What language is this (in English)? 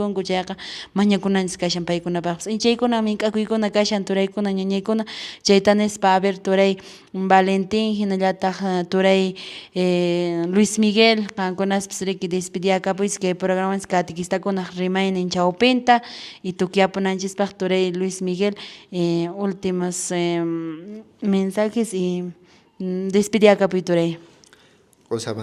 Quechua